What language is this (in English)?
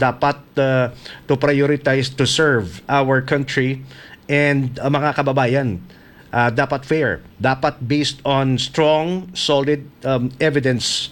Hiligaynon